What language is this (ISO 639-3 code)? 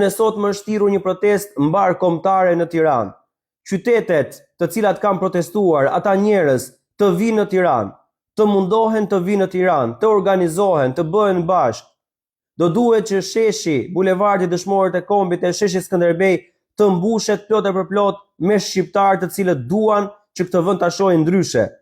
sqi